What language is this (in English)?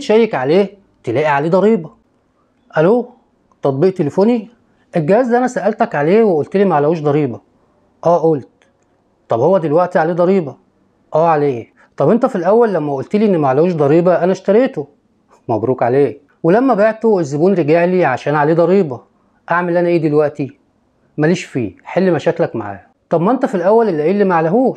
Egyptian Arabic